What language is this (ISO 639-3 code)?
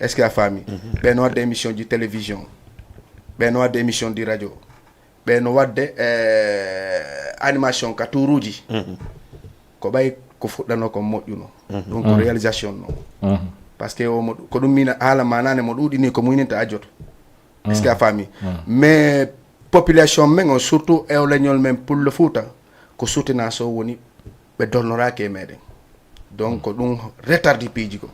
ful